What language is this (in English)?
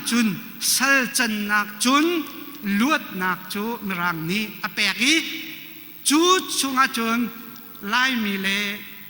Hakha Chin